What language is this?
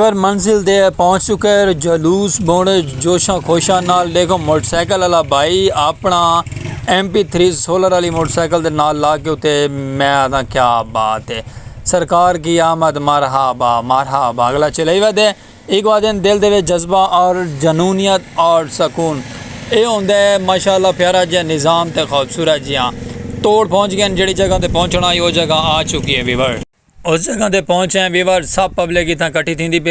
Saraiki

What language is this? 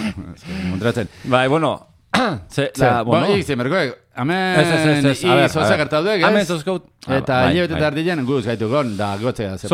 Basque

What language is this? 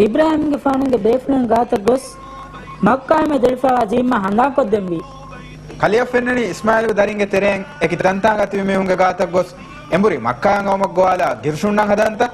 Divehi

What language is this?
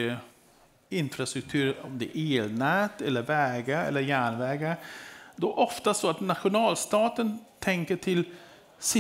Swedish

